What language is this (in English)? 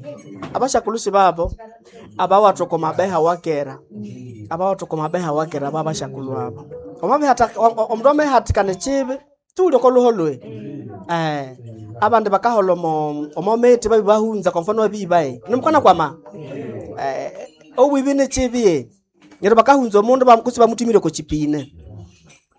Nande